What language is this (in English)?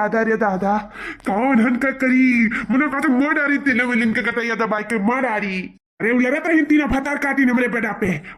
Awadhi